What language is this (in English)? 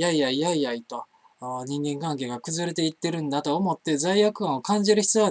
Japanese